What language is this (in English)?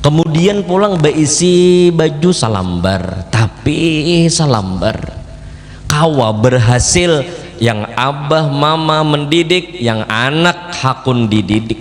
Banjar